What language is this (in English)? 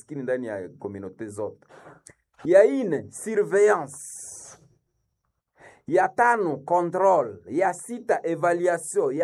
Swahili